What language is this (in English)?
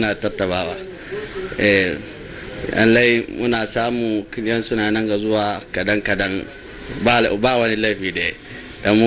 Hausa